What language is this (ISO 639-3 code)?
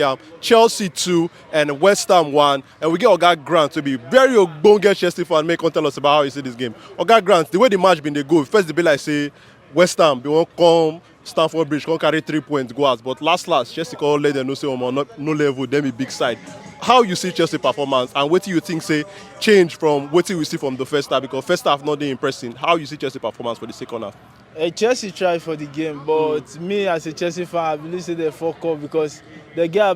pcm